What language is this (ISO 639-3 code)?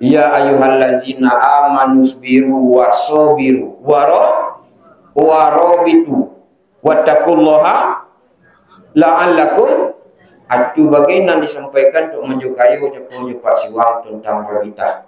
min